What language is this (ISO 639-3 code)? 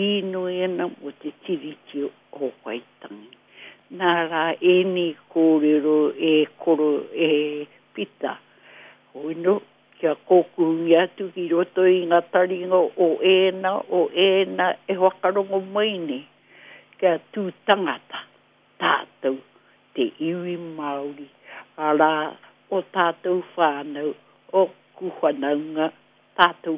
mri